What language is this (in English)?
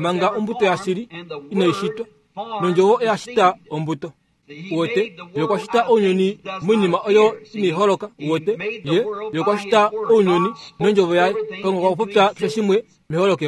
Kuanyama